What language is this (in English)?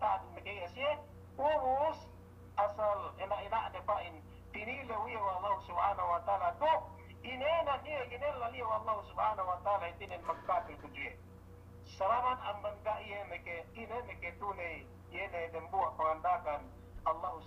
Yakan